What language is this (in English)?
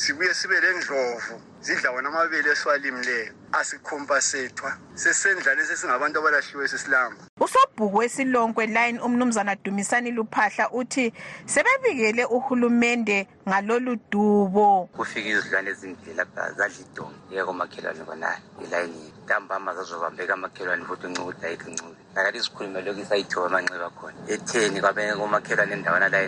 North Ndebele